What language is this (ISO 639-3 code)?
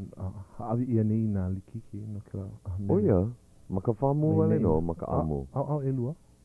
haw